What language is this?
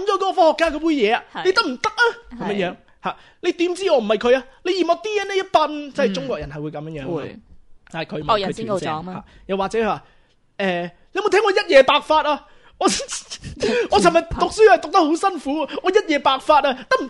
Cantonese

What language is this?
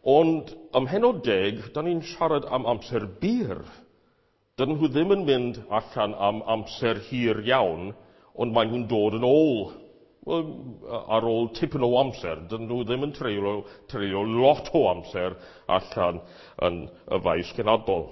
Welsh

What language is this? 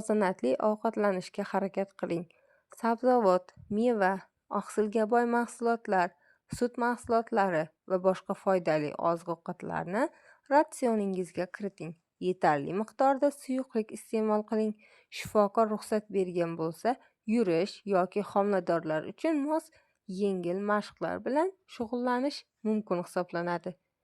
Uzbek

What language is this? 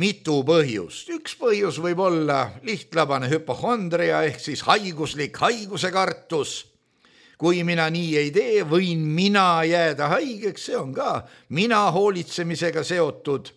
Estonian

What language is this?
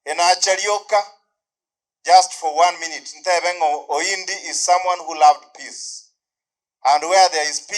Gusii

